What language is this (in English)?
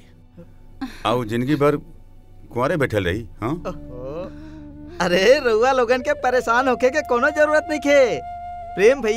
Bhojpuri